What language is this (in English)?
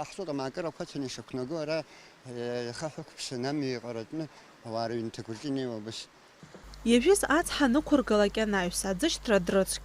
Abkhazian